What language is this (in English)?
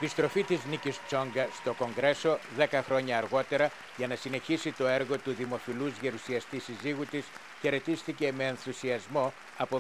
Greek